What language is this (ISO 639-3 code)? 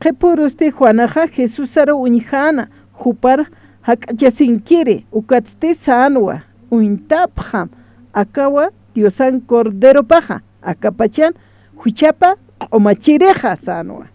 aym